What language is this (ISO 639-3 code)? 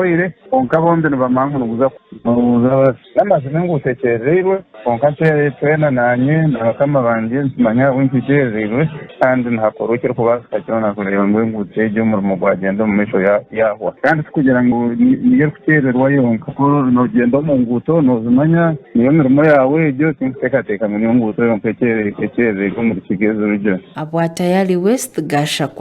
nyn